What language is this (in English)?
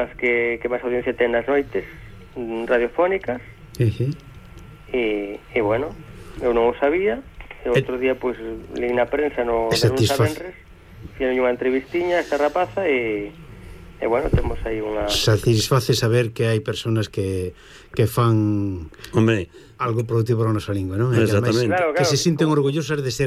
Galician